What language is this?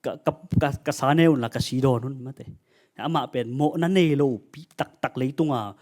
Tedim Chin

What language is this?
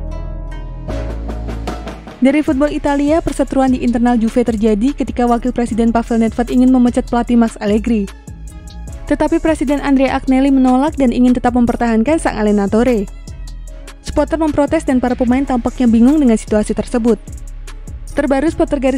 Indonesian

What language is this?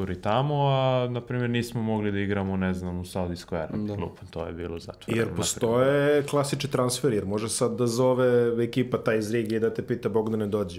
Serbian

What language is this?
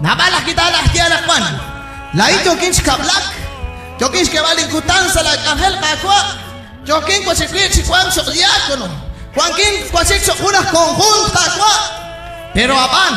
Kekchí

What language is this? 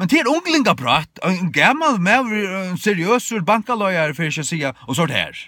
Faroese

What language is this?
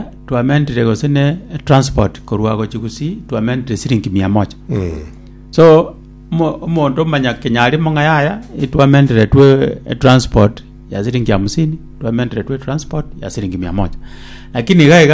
Gusii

